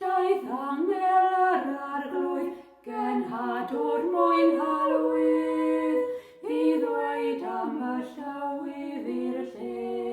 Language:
Welsh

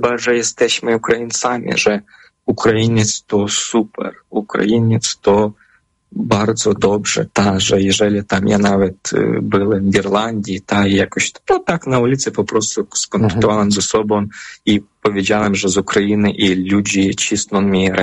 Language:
Polish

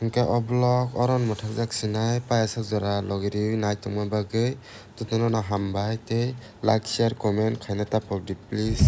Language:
Kok Borok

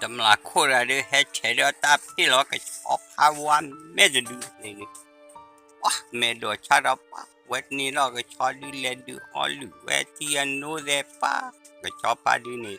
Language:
S'gaw Karen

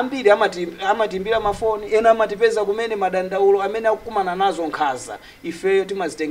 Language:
Nyanja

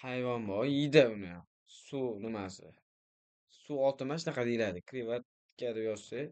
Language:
Uzbek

